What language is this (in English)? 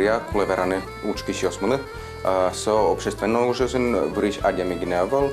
Udmurt